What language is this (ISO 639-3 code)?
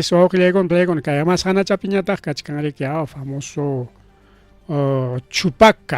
quy